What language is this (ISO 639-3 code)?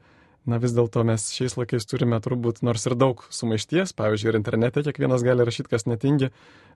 lit